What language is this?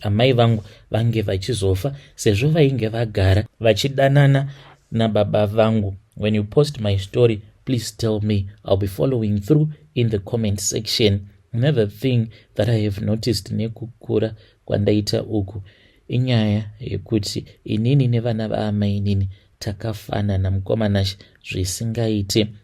Shona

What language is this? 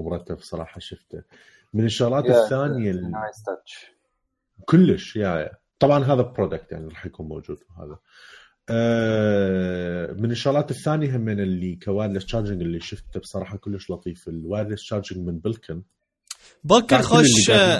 Mesopotamian Arabic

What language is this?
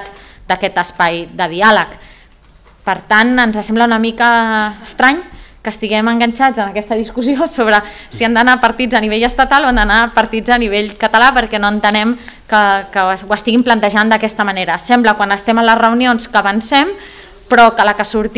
Catalan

